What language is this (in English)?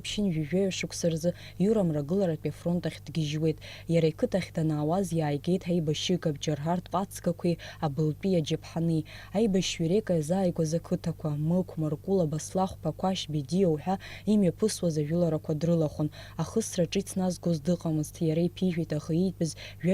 Abkhazian